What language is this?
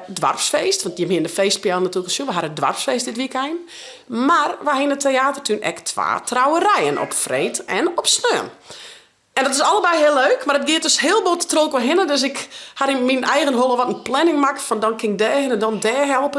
Western Frisian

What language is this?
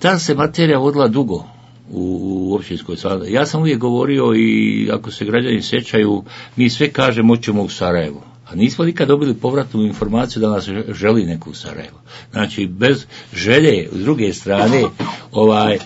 Bosnian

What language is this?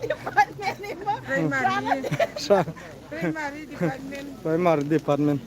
Hmar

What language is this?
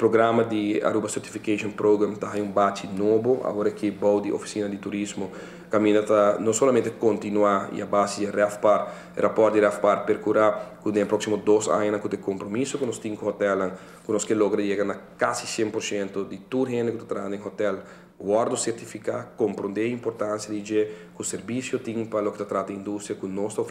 Papiamento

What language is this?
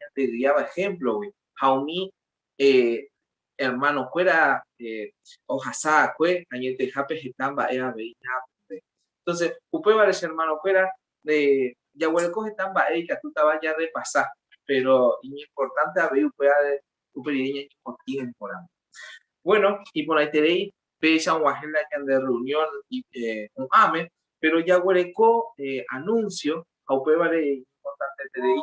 Guarani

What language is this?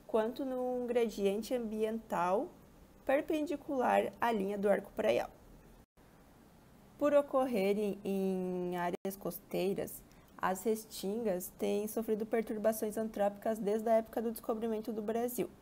Portuguese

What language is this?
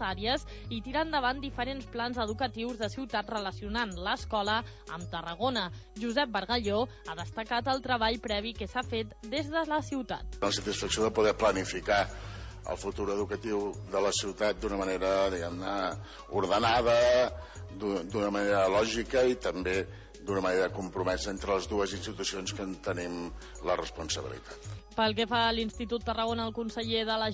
Catalan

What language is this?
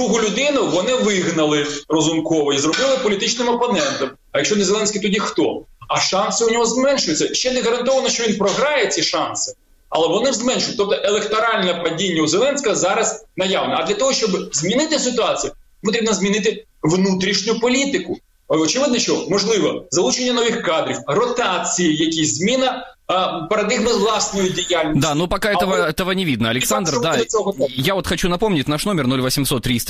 Ukrainian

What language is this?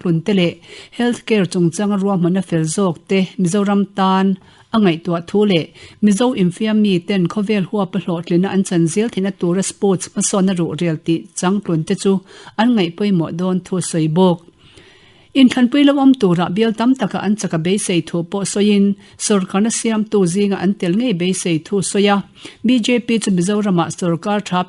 Mizo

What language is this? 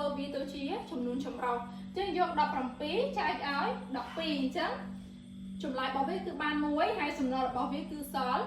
Khmer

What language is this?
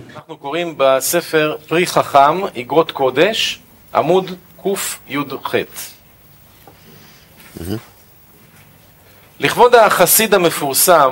Hebrew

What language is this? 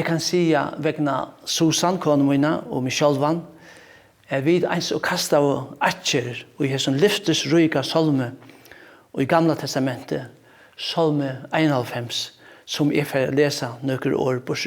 Faroese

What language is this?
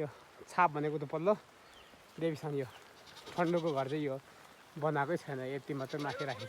Nepali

